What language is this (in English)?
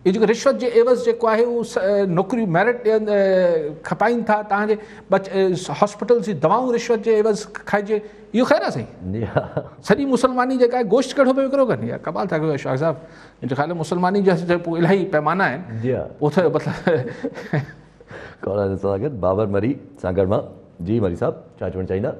Sindhi